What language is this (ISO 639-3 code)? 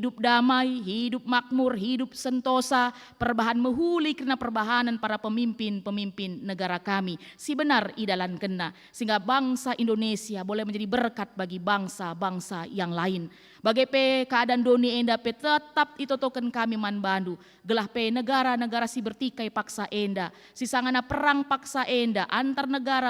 btx